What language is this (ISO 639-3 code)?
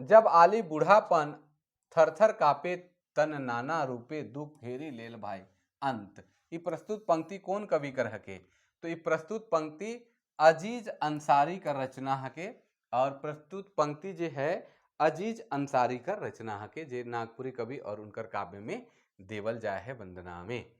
sck